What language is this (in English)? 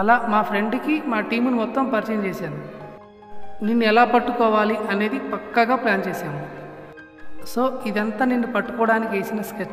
Telugu